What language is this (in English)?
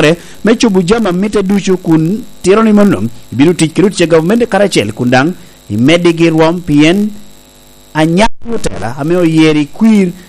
Lango (Uganda)